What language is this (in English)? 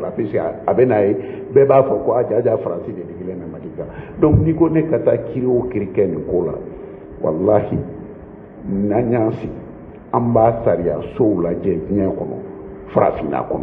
Bambara